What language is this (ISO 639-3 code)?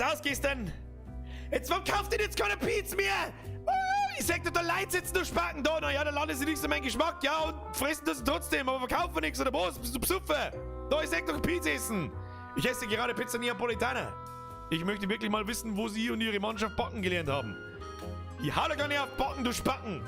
bar